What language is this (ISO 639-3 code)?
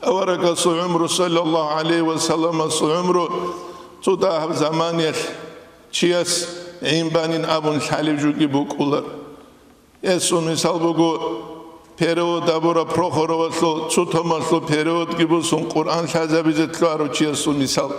ava